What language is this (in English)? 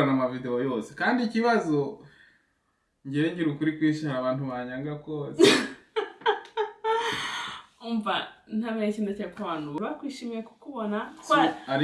Kinyarwanda